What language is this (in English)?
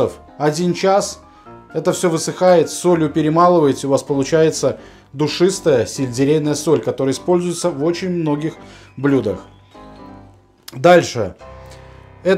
Russian